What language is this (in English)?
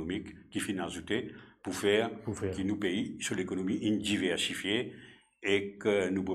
Morisyen